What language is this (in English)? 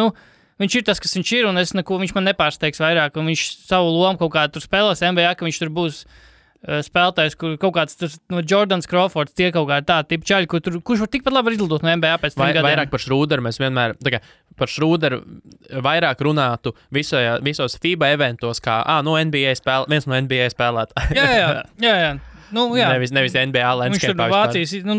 Latvian